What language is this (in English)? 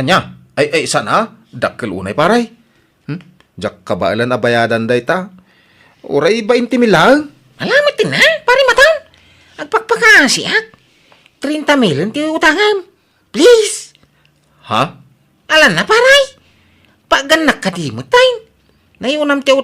Iloko